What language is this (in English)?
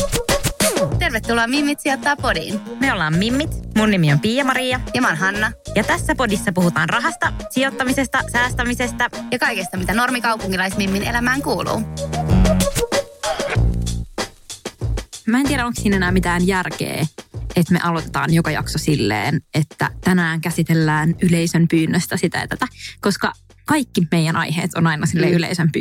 Finnish